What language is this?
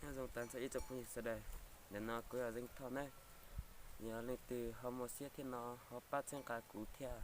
Hmong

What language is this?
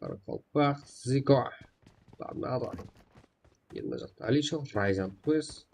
Kara-Kalpak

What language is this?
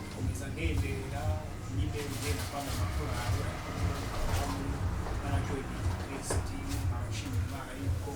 Kinyarwanda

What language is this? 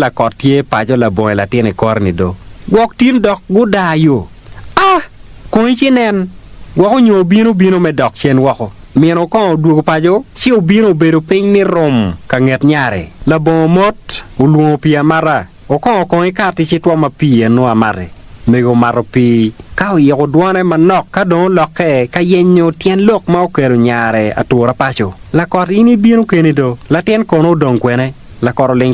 Acoli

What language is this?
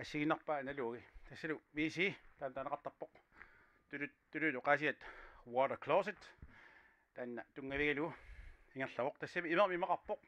Kalaallisut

